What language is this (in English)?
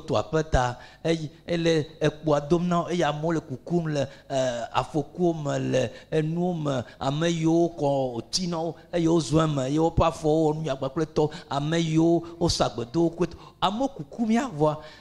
Ewe